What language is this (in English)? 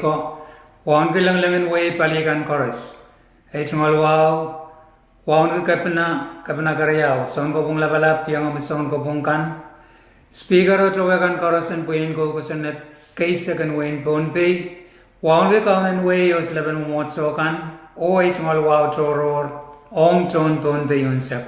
Pohnpeian